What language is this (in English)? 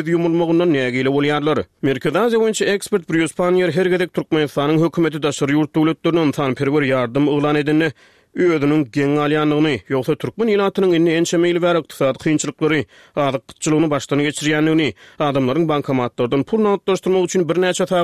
Turkmen